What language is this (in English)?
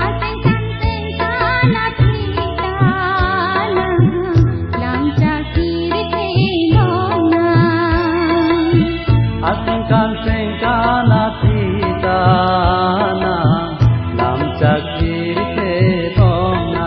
Karbi